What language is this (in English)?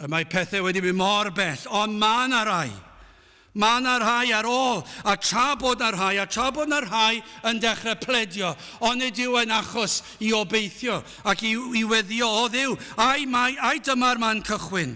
Welsh